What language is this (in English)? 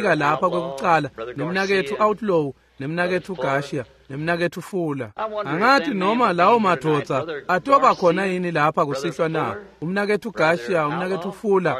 Swati